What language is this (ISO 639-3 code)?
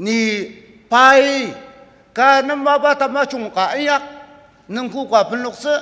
njo